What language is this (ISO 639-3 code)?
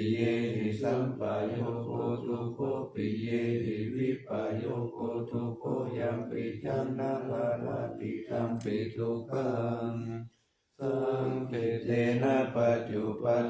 pli